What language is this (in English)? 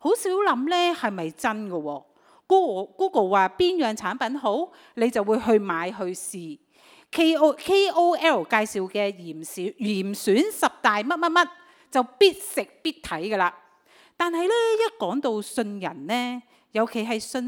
Cantonese